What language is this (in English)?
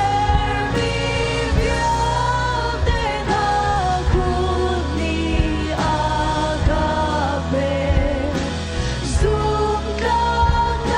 Hakha Chin